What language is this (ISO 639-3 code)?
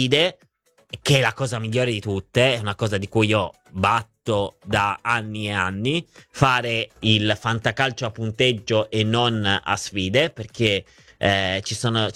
ita